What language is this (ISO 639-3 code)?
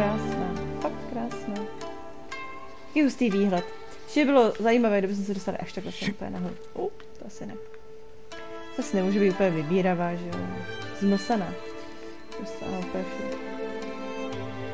ces